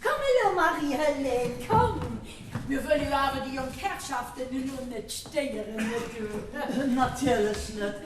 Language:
Luxembourgish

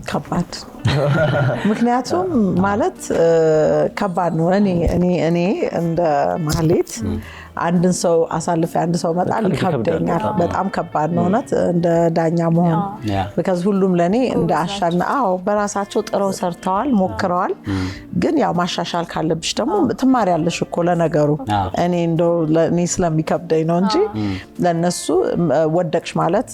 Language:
Amharic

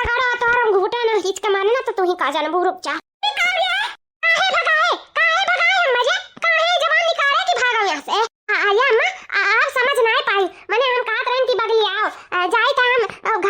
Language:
Awadhi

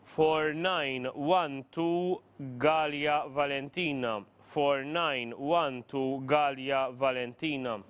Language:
English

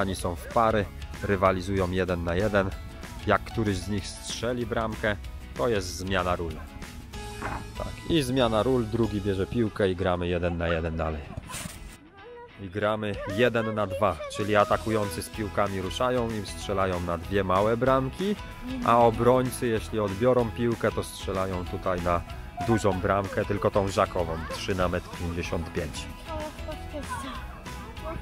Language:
Polish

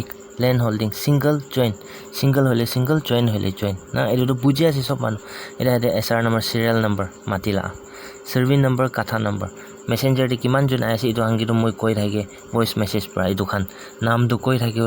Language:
Naga Pidgin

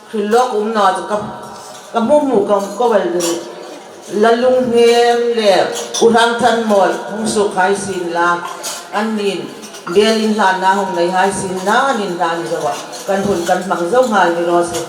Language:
Hmar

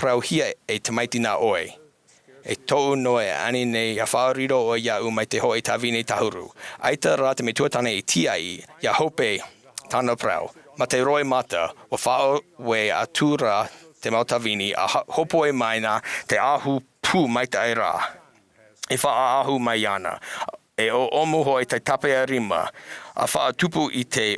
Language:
Tahitian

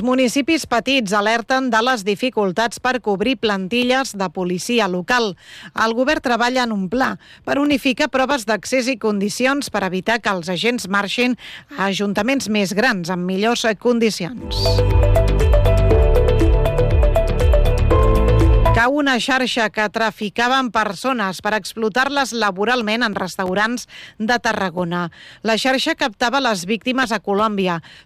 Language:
Catalan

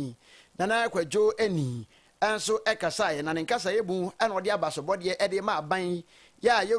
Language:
Akan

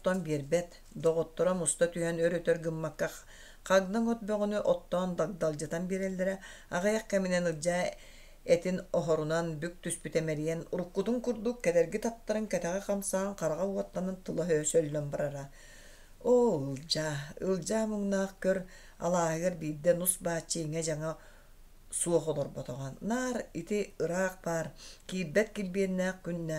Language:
Yakut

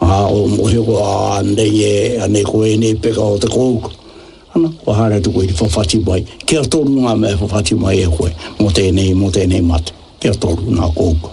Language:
Māori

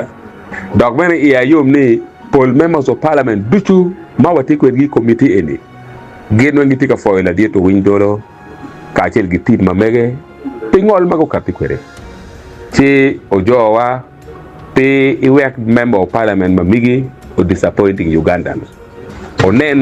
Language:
Acoli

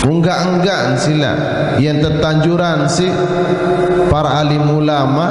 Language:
Sasak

